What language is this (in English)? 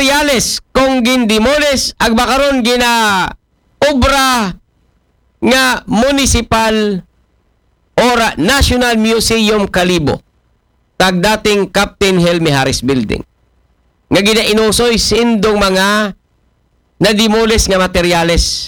Aklanon